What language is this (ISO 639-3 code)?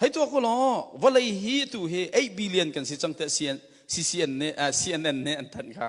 cnh